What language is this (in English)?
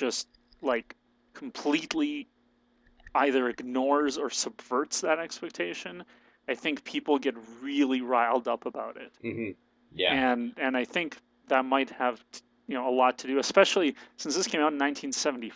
English